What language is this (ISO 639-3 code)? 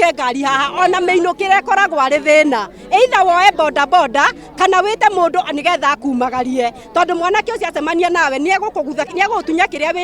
kik